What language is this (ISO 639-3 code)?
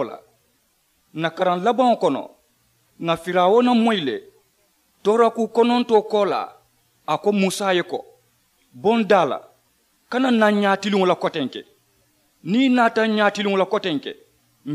man